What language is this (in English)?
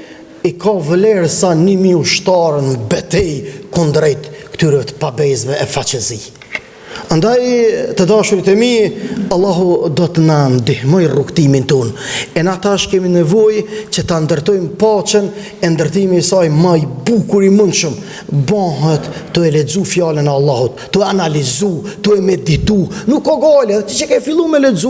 Albanian